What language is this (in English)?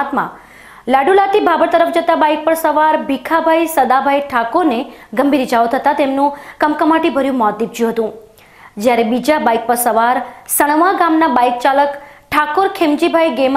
Gujarati